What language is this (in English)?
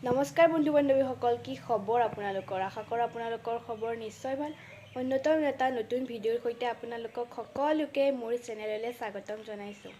Assamese